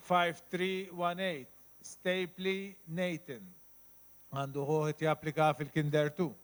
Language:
Maltese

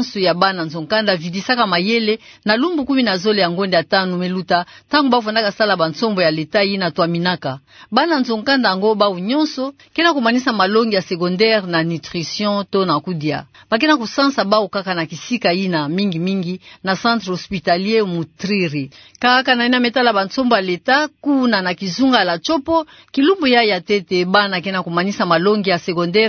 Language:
Kituba (Democratic Republic of Congo)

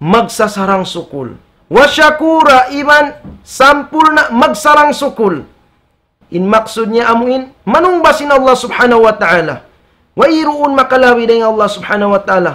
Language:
Tausug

